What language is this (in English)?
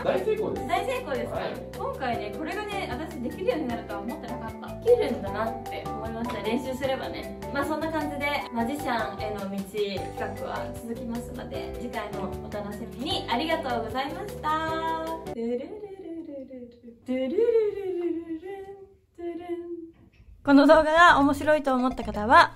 Japanese